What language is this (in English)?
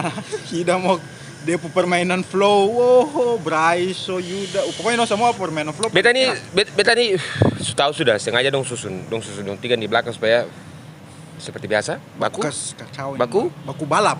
Ambonese Malay